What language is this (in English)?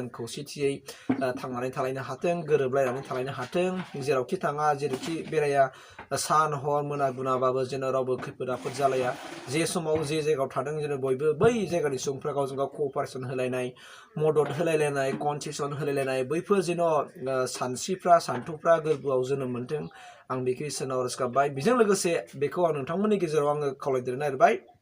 Bodo